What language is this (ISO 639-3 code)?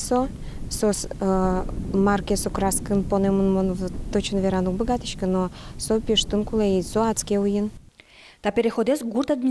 udm